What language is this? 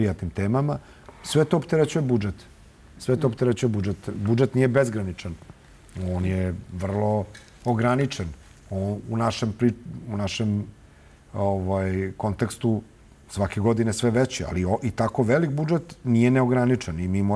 Serbian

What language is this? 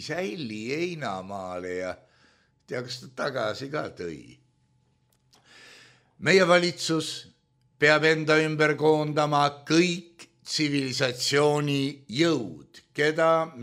Estonian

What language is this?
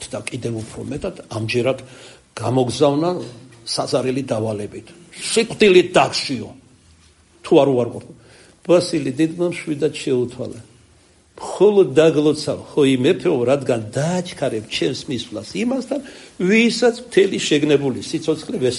Georgian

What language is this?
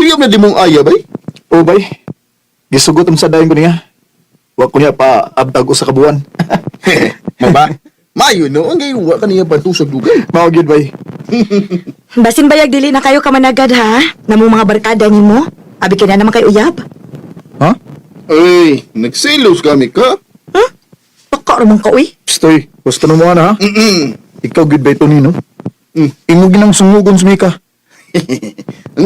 Cebuano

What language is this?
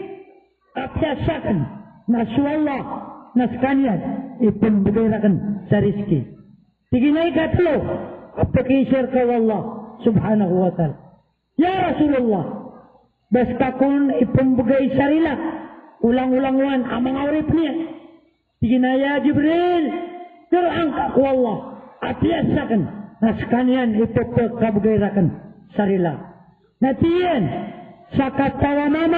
Maranao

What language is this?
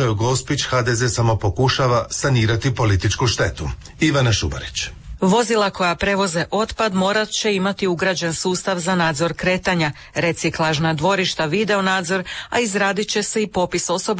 Croatian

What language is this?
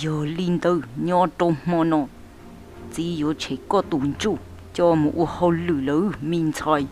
Hmong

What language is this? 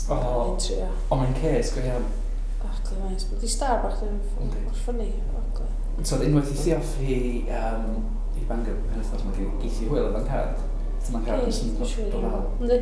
Welsh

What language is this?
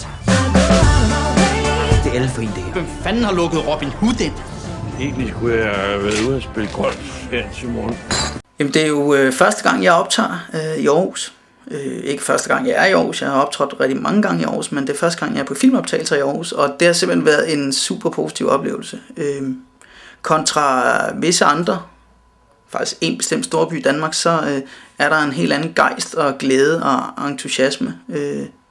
Danish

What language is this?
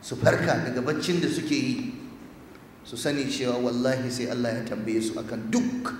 Hausa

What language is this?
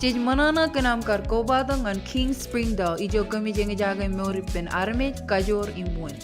Marshallese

